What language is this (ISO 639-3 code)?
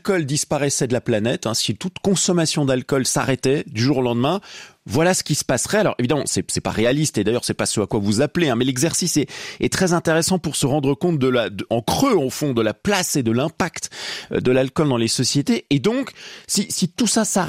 fra